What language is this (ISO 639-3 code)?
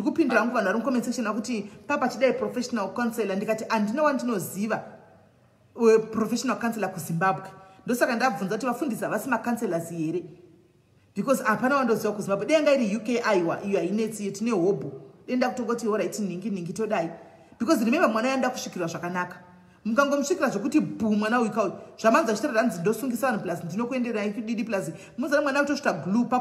sna